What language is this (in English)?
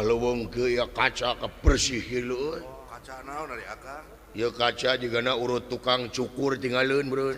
Sundanese